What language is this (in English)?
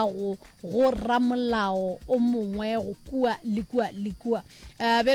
Northern Sotho